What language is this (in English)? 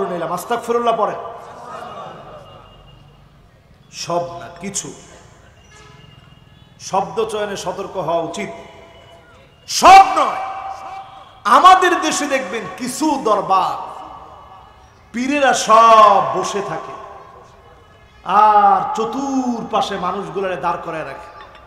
Bangla